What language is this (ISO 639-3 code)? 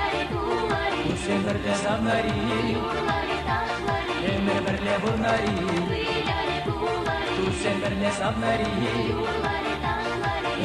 chv